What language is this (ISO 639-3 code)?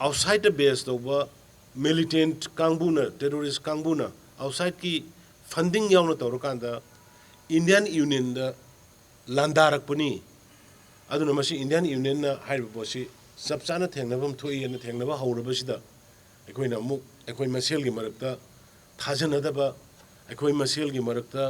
mni